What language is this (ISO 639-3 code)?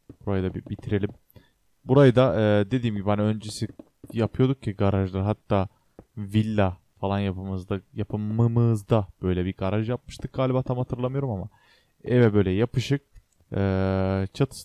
tur